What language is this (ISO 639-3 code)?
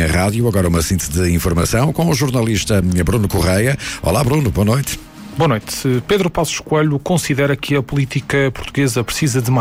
por